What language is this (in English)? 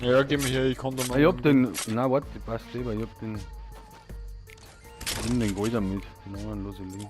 Bavarian